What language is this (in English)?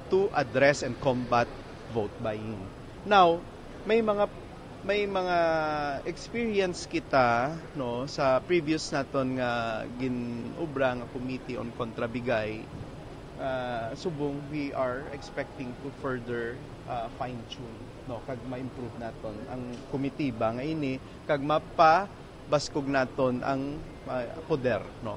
Hiligaynon